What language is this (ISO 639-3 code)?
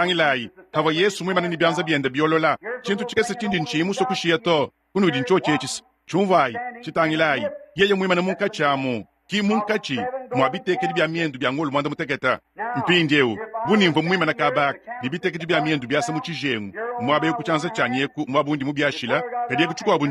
lua